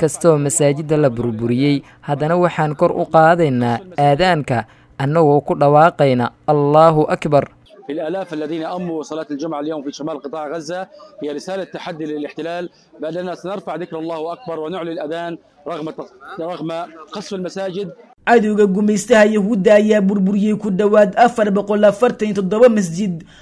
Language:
Somali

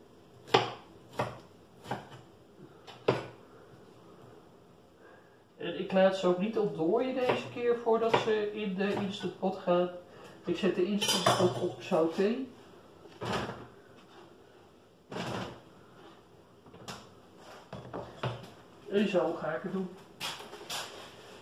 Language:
Dutch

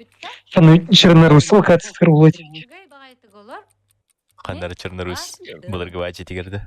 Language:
Yakut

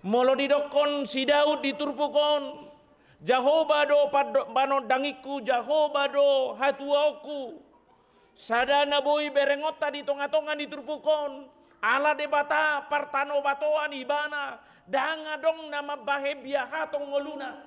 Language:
Batak Toba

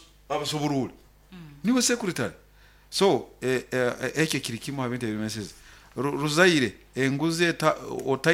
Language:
Nyoro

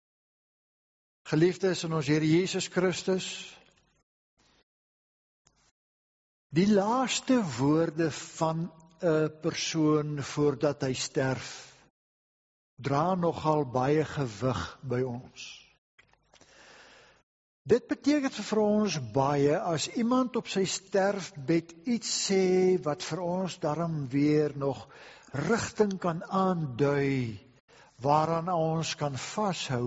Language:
Afrikaans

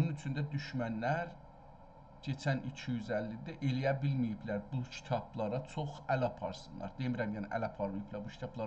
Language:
South Azerbaijani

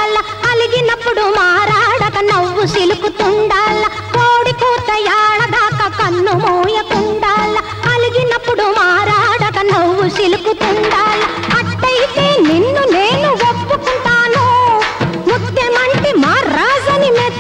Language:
Telugu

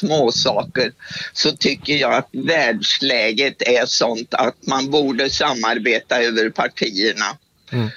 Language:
Swedish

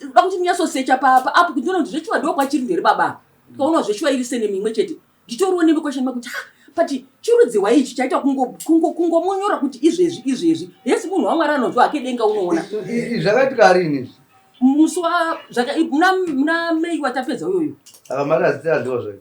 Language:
Shona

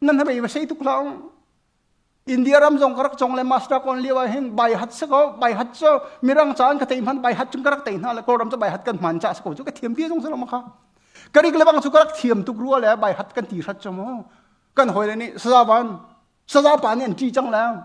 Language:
Hakha Chin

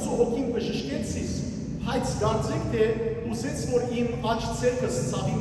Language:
Western Armenian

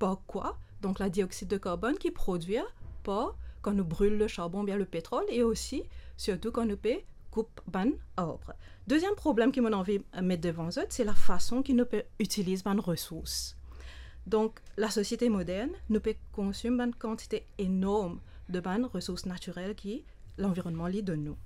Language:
Morisyen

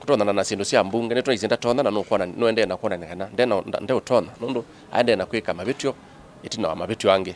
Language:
Kamba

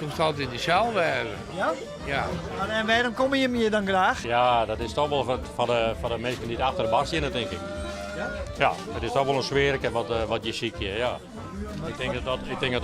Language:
Western Frisian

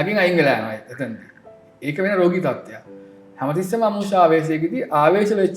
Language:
Sinhala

